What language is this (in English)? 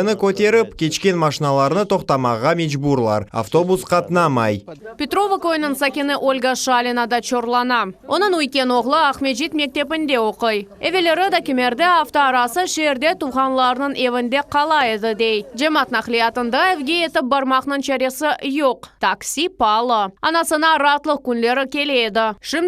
Crimean Tatar